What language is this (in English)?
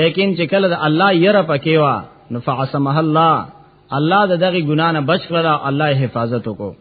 Pashto